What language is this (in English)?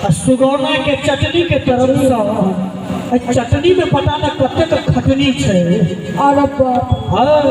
Maithili